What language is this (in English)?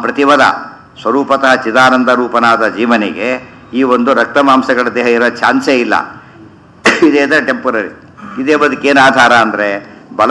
Kannada